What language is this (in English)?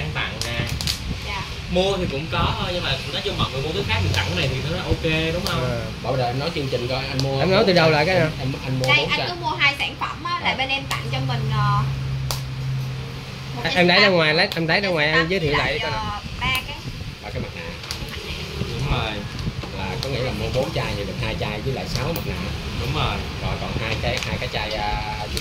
Vietnamese